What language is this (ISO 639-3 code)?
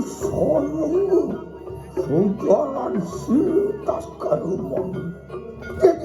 ban